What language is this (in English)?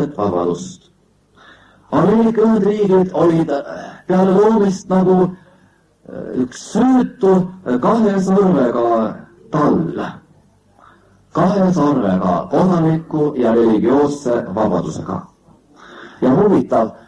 Estonian